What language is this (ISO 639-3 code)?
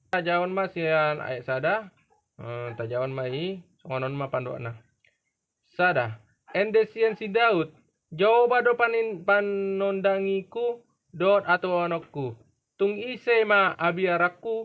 bbc